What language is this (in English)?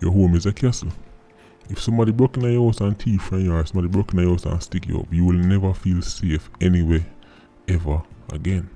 Jamaican Creole English